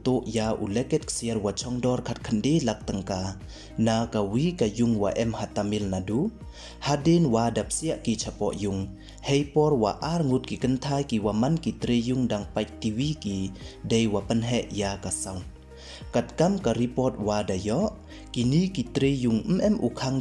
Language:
Pnar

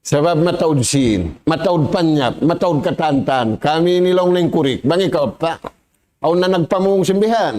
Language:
Tausug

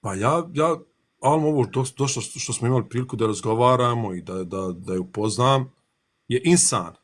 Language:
Bosnian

